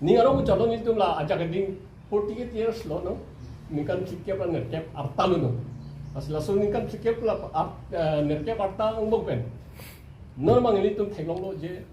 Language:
Karbi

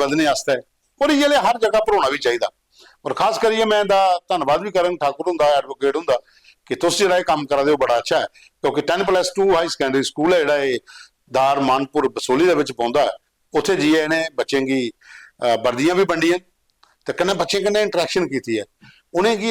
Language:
Dogri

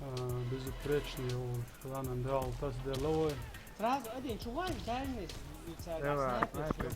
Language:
Chechen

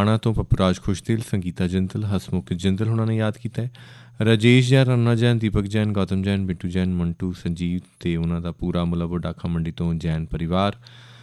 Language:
Punjabi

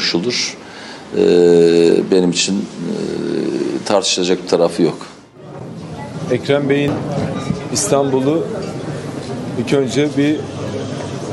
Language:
Turkish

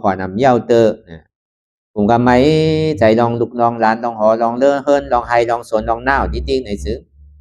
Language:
Shan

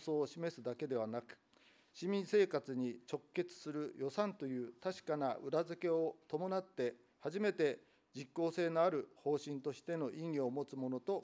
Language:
Japanese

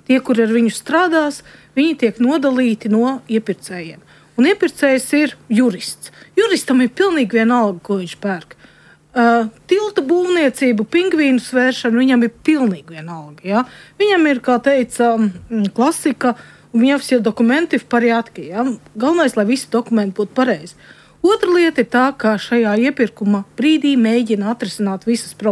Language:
Latvian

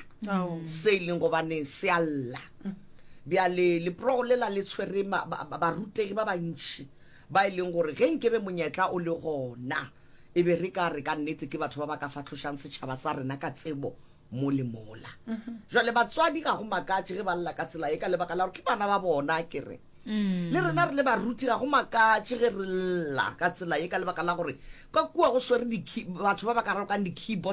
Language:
Northern Sotho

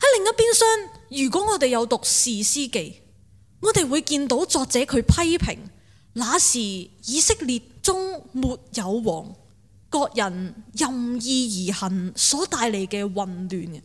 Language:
Cantonese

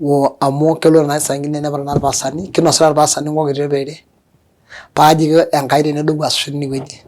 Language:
Masai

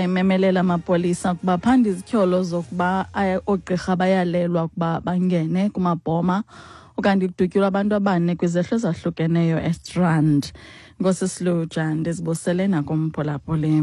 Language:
Xhosa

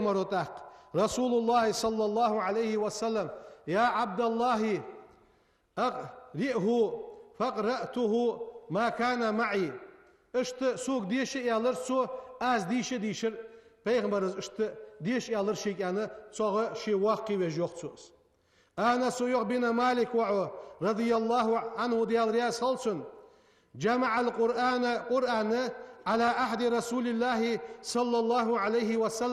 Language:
Ingush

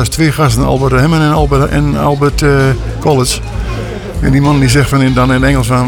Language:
Dutch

